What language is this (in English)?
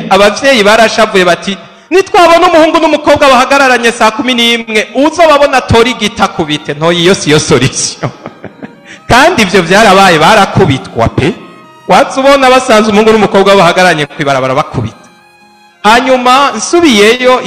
Rundi